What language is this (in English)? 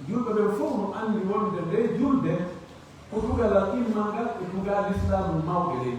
Pular